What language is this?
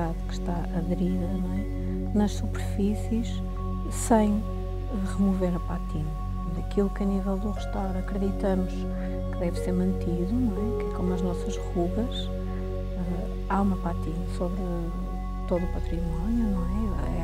Portuguese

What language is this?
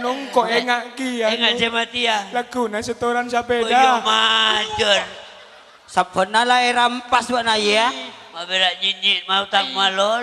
Madurese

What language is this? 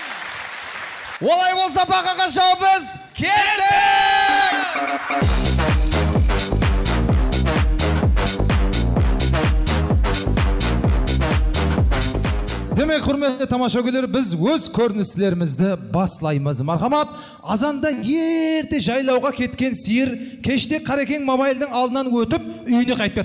Kara-Kalpak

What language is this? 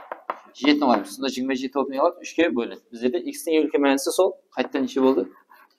Kara-Kalpak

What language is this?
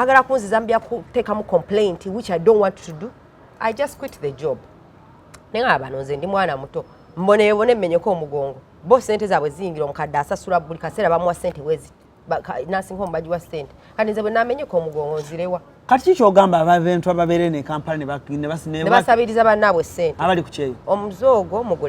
Ganda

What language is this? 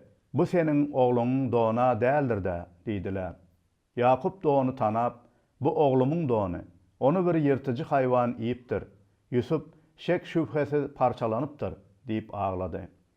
Turkmen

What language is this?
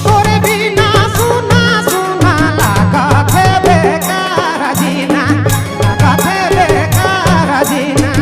Sadri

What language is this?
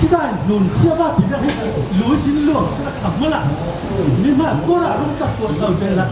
Falam Chin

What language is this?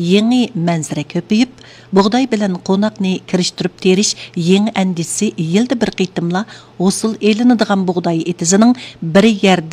Uyghur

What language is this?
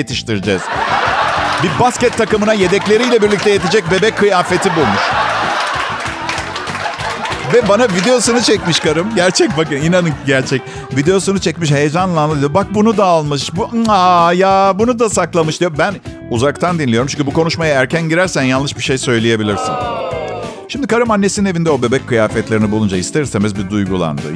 Turkish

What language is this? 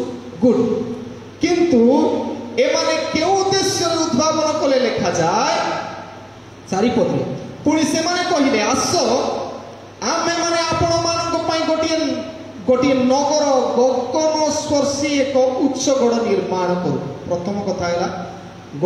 Odia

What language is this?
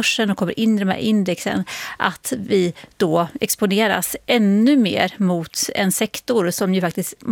Swedish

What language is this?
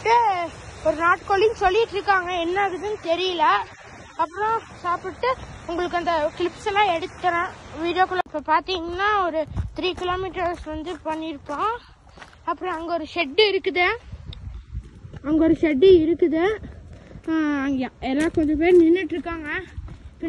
Tamil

